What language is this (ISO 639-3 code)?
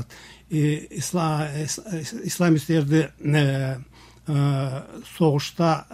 kir